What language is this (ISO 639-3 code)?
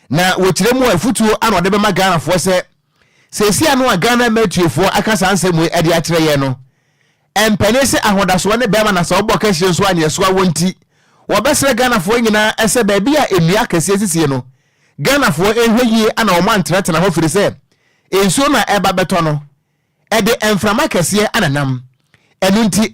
aka